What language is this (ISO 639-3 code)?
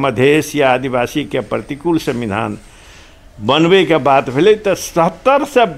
mai